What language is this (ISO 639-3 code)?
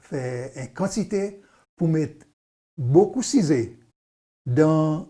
crs